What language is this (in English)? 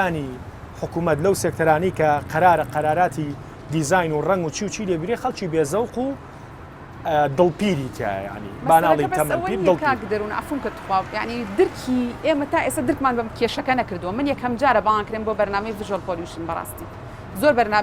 Central Kurdish